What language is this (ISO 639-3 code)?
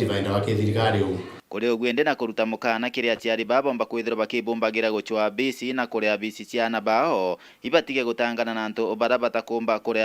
mer